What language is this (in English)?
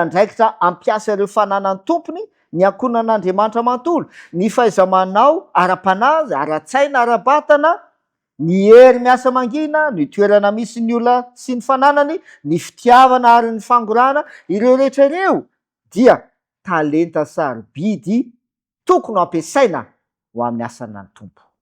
Malagasy